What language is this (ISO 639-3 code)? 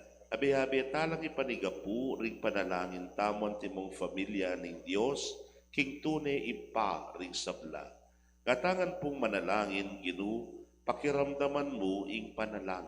pam